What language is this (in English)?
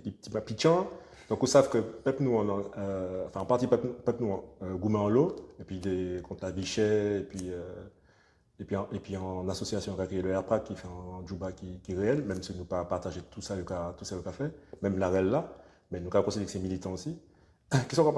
Guadeloupean Creole French